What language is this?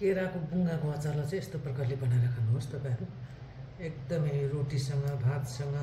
Nepali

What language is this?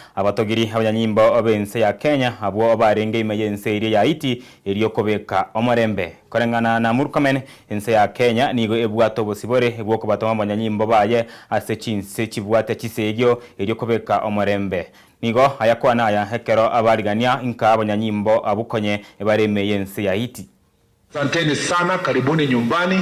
Gusii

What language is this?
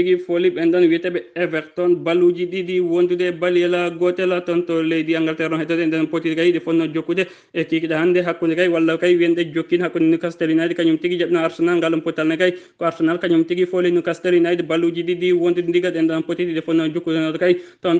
Fula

